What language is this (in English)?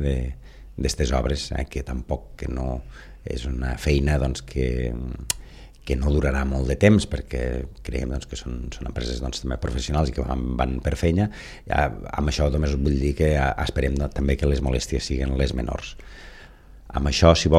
Catalan